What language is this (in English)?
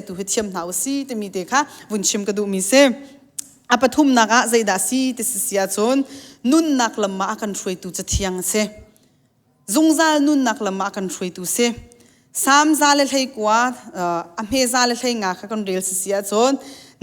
Hakha Chin